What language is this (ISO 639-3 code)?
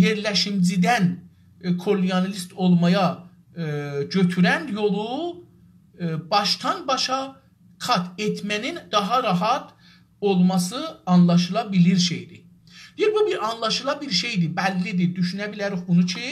azb